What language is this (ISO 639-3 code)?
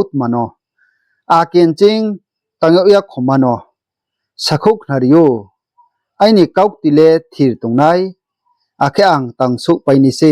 ria